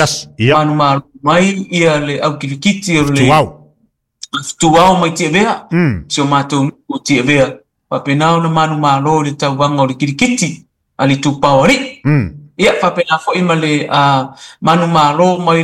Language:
Samoan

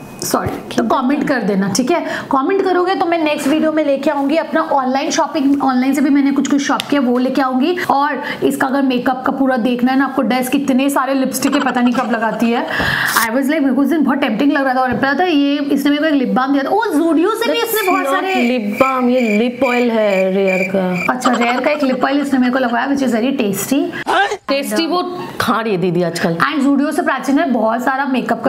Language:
Hindi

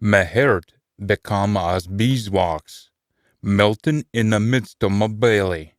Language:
Scots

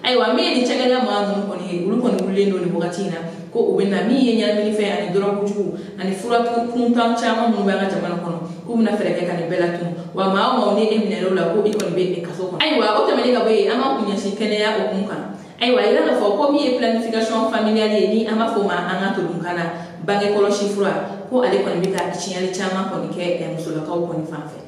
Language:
Bambara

